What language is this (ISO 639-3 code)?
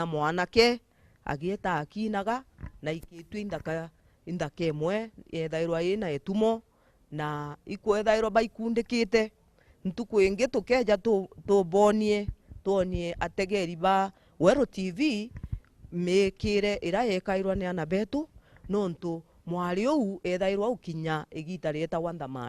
mer